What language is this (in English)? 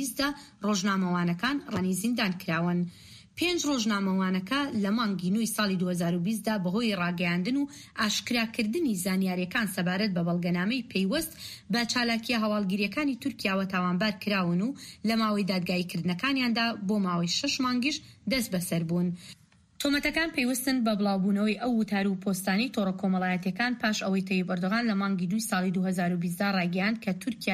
Central Kurdish